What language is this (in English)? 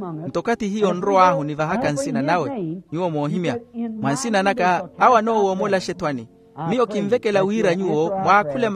Makhuwa